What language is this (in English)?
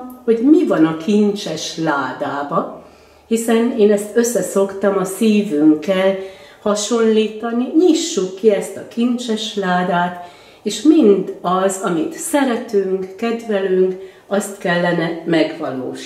Hungarian